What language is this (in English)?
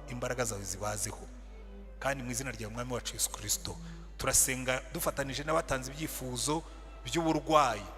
Kinyarwanda